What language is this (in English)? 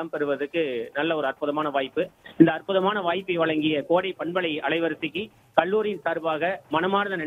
Tamil